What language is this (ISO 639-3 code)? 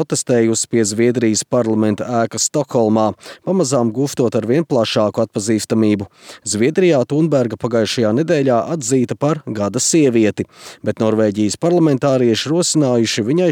lav